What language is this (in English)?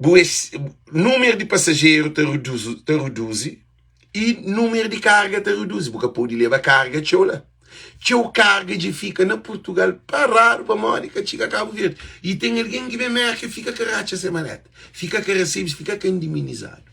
Kabuverdianu